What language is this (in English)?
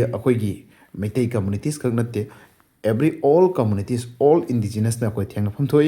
Manipuri